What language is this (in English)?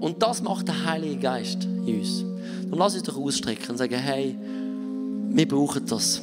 Swiss German